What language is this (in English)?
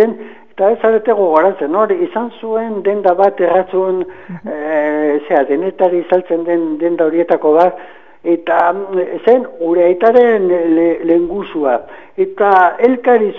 Basque